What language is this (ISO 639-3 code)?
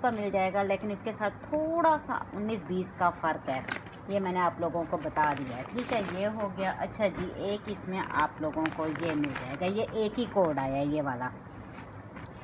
hin